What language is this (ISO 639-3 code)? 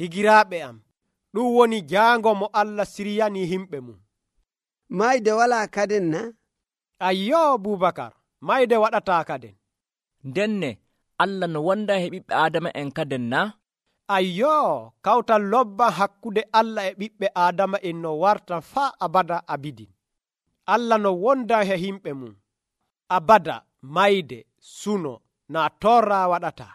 fuv